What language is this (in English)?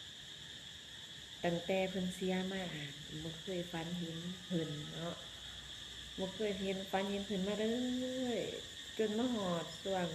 Lao